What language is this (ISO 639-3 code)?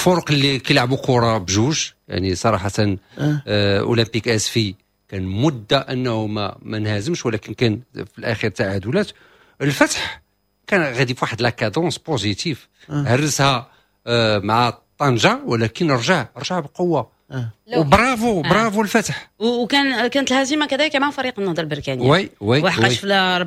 ary